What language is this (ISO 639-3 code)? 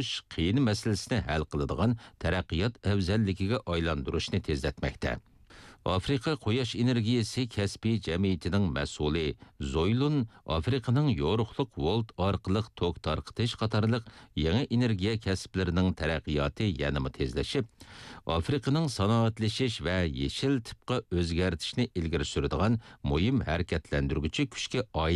uig